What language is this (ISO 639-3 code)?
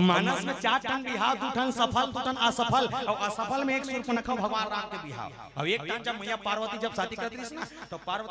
hne